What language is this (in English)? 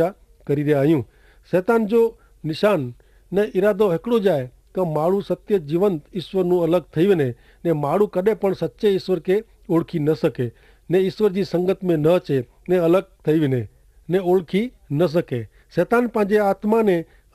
Kachhi